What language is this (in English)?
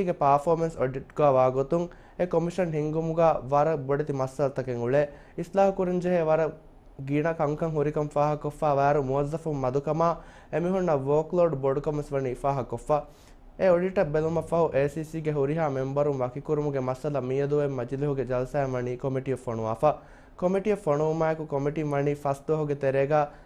Divehi